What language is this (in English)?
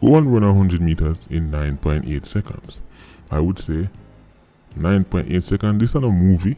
Jamaican Creole English